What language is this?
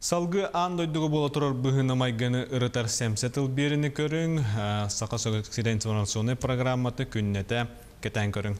Yakut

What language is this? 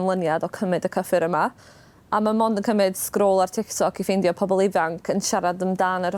Welsh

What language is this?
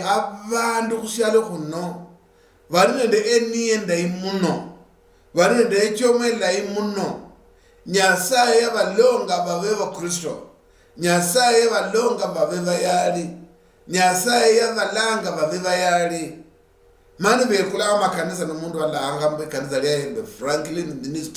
Luyia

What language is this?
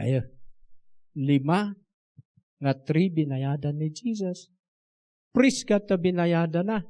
Iloko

